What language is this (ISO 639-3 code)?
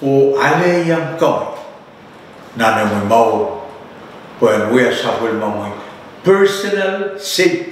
pon